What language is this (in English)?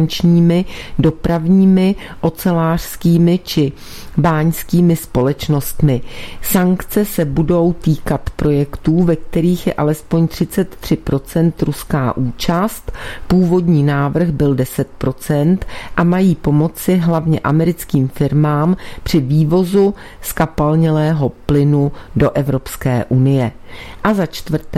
Czech